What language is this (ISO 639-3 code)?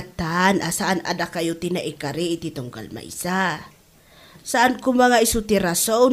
ilo